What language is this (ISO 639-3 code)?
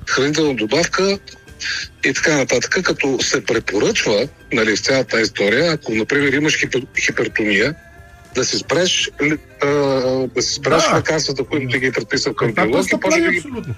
bul